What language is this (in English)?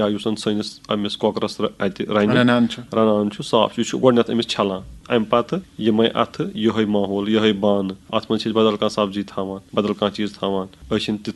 Kashmiri